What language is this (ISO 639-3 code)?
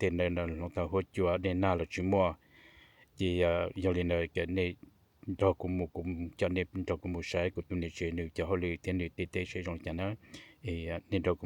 hmn